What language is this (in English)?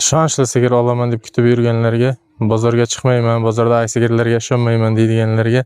Uzbek